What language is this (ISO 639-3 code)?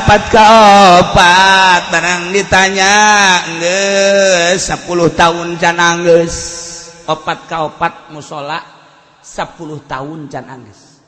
sun